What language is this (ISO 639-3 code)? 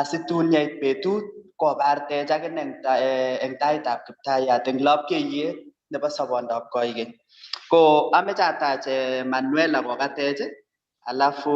kln